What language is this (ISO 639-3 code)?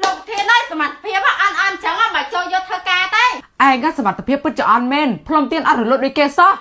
khm